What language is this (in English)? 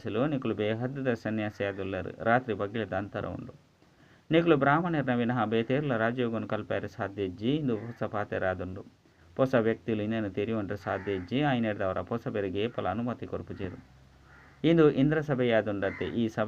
Tulu